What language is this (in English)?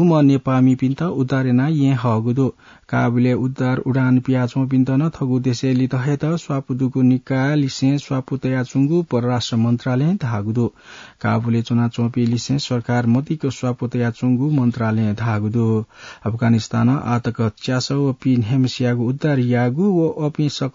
Newari